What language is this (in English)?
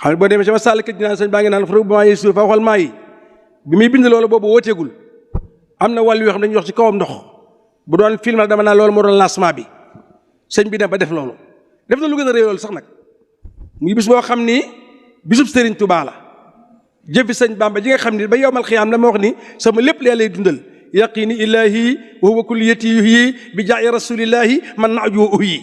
Wolof